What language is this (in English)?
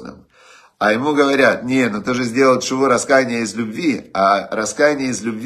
Russian